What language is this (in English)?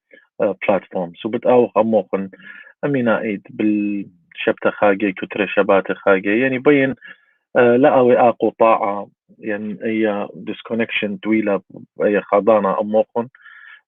Assyrian Neo-Aramaic